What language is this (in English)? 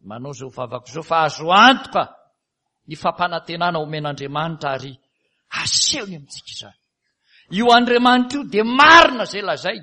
Malagasy